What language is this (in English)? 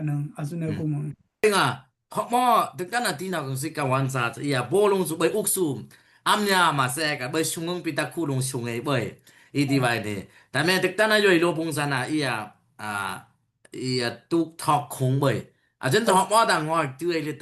Dimasa